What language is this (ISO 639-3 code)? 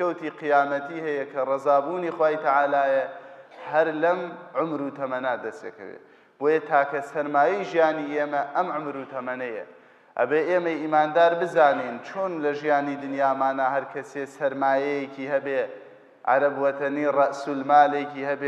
ckb